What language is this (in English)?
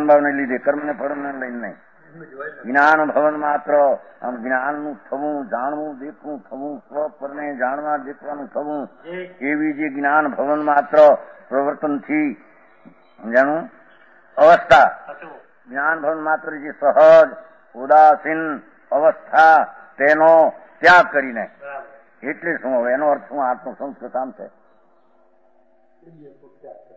Gujarati